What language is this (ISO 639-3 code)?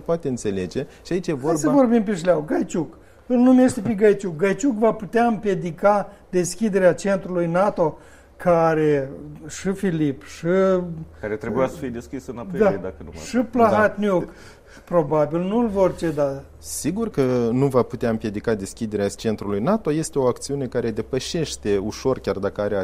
ron